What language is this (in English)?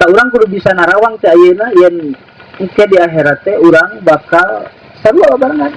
Sundanese